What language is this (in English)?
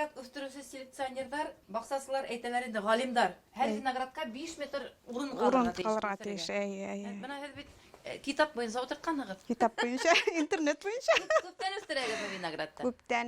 Bashkir